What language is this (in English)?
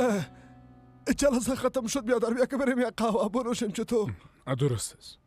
Persian